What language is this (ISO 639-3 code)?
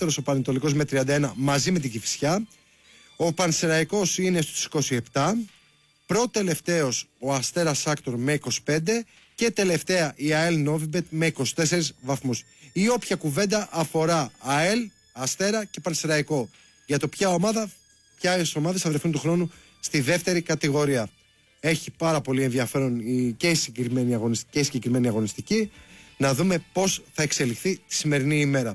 ell